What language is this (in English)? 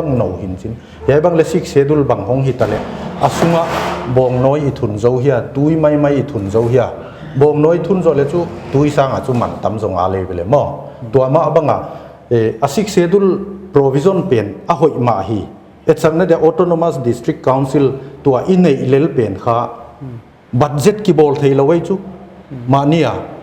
Paite Chin